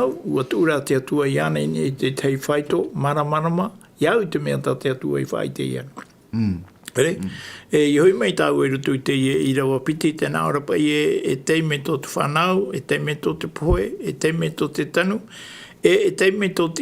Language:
Tahitian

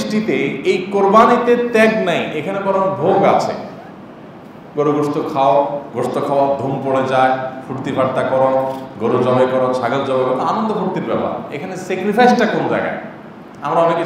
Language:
Bangla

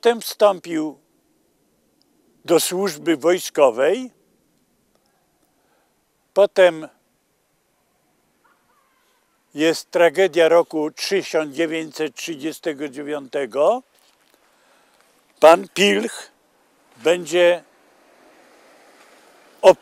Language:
Polish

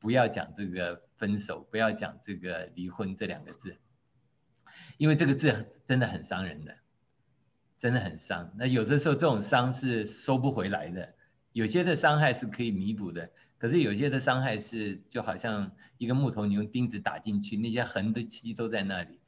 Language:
Chinese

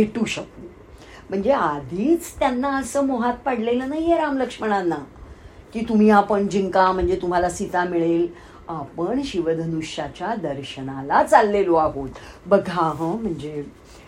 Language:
Marathi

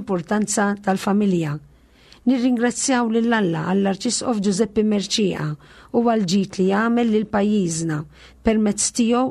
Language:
Maltese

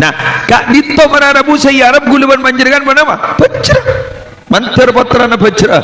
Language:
Madurese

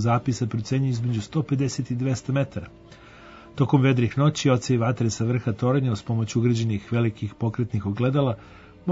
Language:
Serbian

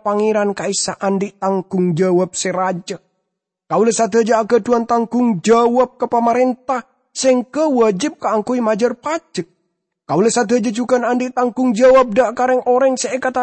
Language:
Madurese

